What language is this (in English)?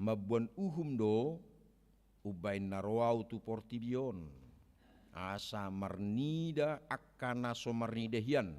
Batak Toba